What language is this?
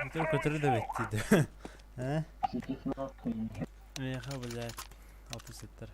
Yakut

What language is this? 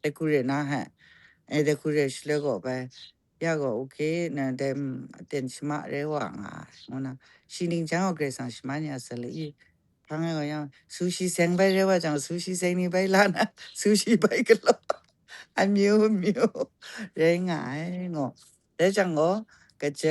Kachin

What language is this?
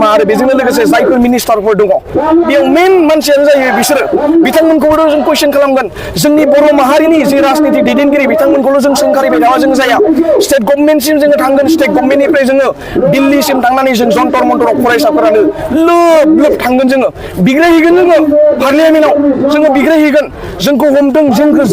Bodo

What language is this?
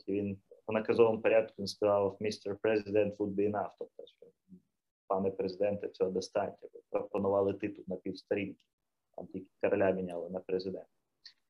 Ukrainian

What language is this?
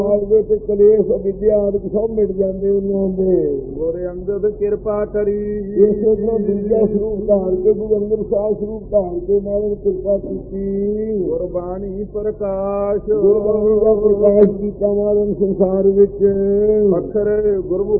Punjabi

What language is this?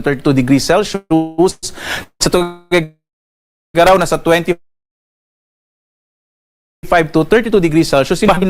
Bikol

